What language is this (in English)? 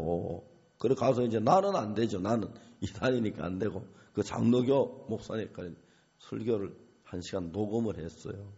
Korean